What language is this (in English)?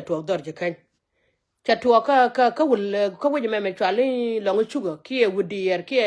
Nuer